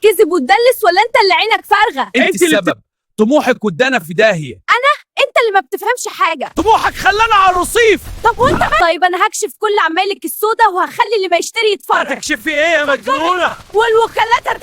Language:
Egyptian Arabic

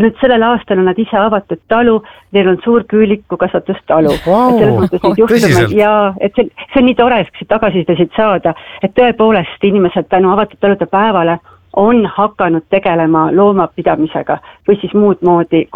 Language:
Estonian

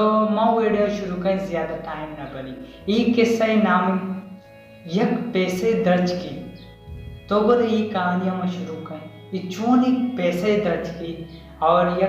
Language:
Baluchi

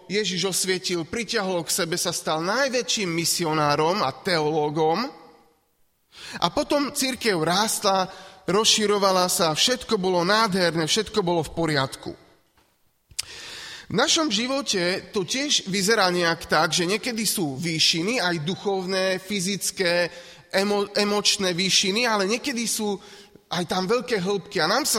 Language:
Slovak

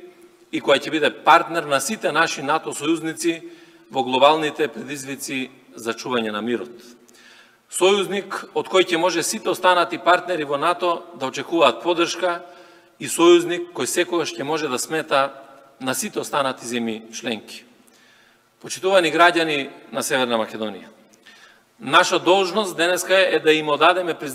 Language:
Macedonian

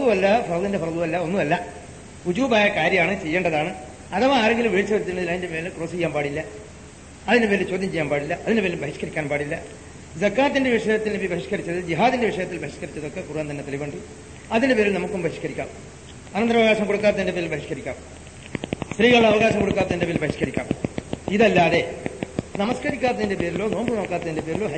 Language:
Malayalam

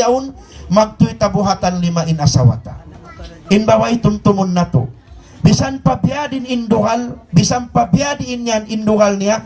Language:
Tausug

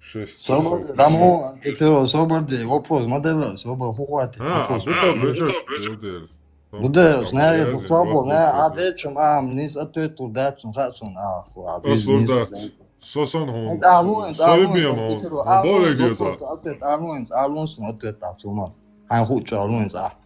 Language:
Chechen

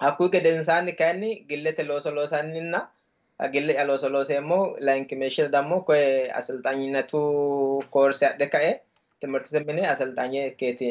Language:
Sidamo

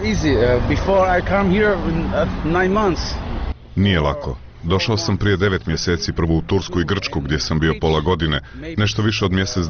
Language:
Bosnian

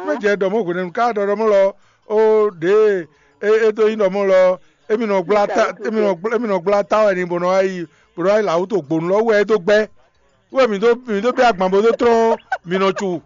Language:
Fon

